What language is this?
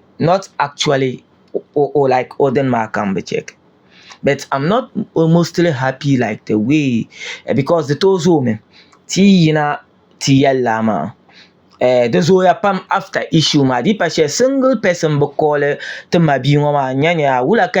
Dagbani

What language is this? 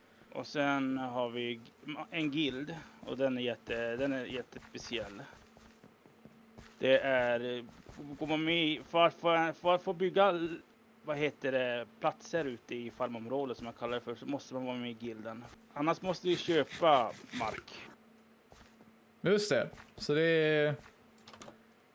Swedish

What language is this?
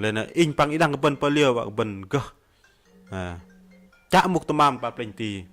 Bahnar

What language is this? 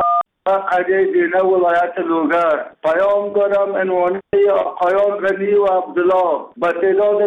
Persian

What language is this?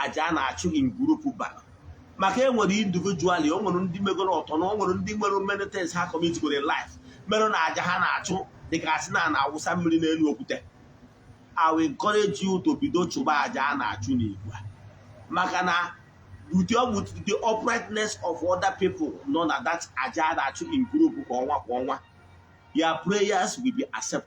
Igbo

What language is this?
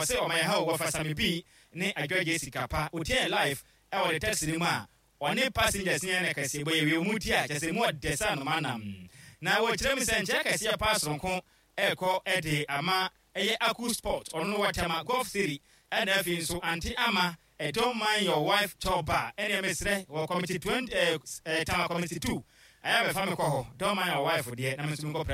Akan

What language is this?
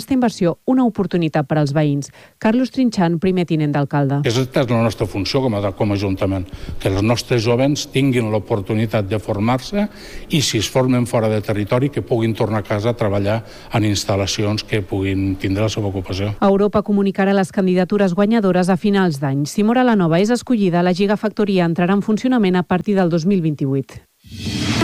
Catalan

